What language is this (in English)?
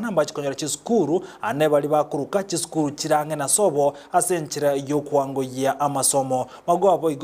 Gusii